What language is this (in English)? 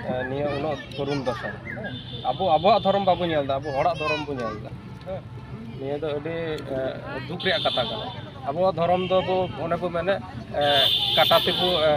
Santali